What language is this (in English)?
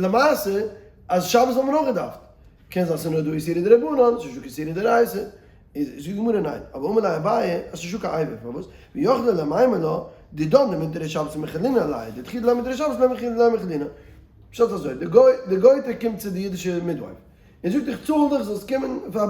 Yiddish